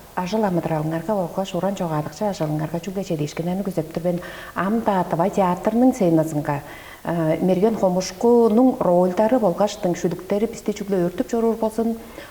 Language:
Tuvinian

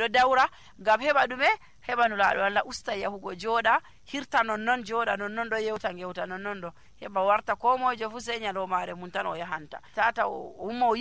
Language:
Nigerian Fulfulde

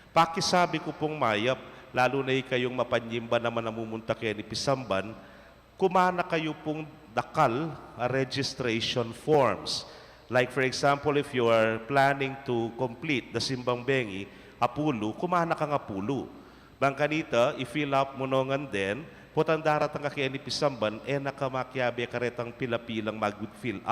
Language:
Pampanga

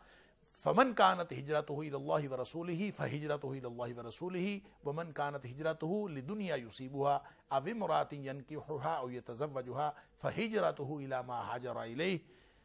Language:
Urdu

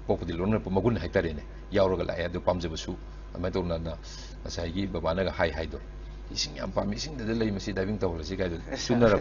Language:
Manipuri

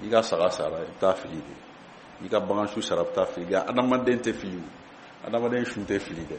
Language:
Bambara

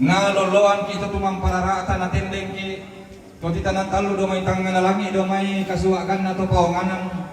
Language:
Toraja-Sa'dan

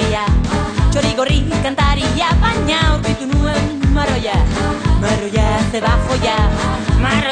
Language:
Basque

